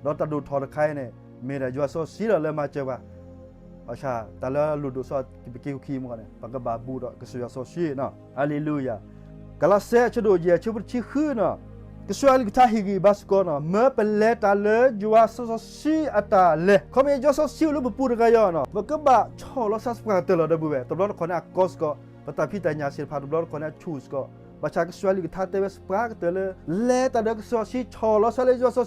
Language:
S'gaw Karen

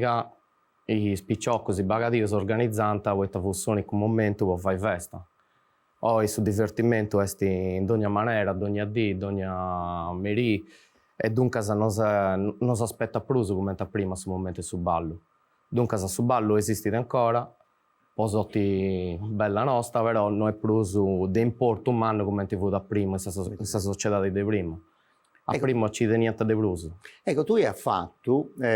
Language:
Sardinian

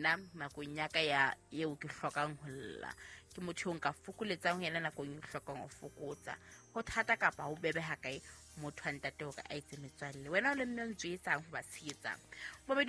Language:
Southern Sotho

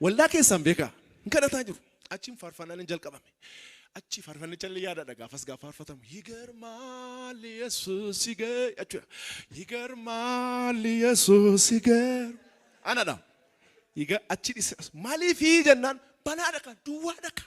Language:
Oromo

